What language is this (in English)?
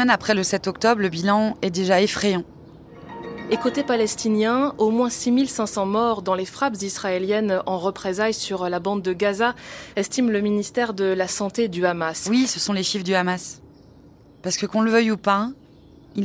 French